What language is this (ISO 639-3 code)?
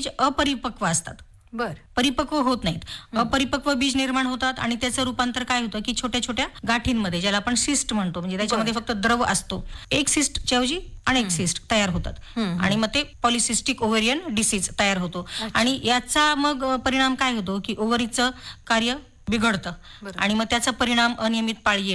mar